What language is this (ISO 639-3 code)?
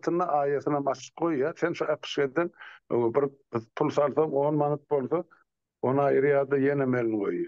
tuk